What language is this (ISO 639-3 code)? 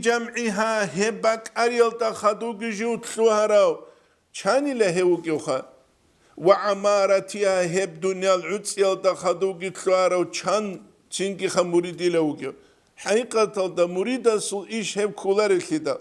ava